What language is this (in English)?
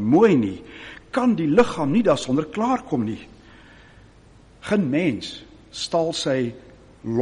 Afrikaans